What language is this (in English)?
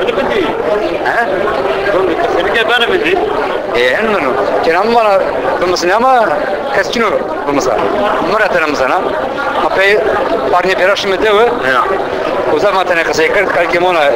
Zaza